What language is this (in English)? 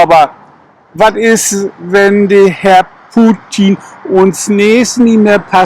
Low German